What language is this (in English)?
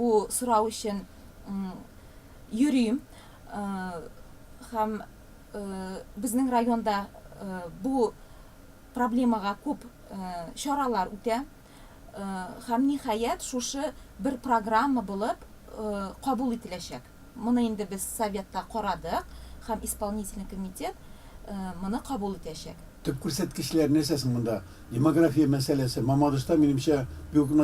Tatar